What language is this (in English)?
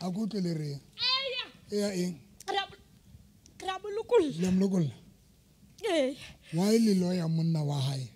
Southern Sotho